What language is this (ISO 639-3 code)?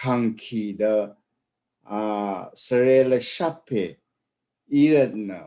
raw